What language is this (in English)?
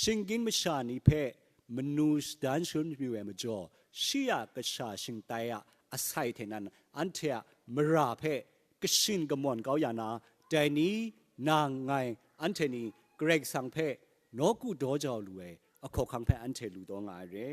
Kachin